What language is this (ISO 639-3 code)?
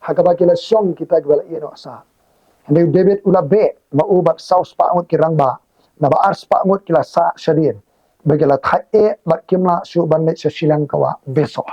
kha